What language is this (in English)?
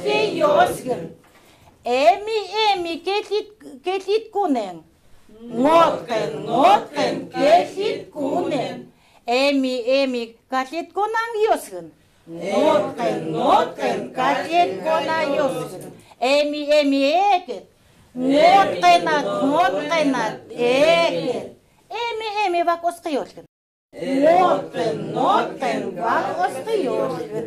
Chukot